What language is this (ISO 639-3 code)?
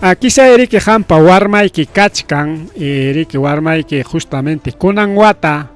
quy